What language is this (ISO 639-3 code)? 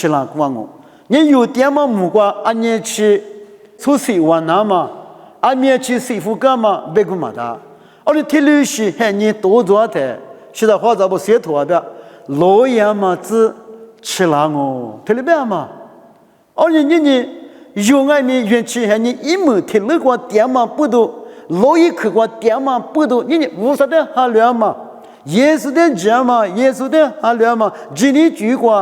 lis